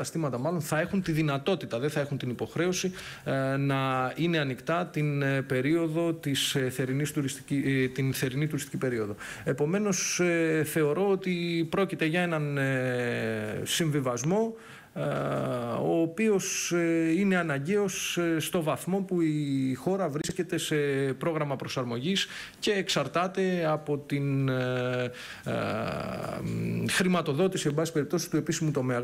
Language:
Greek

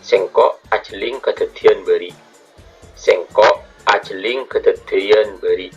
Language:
Madurese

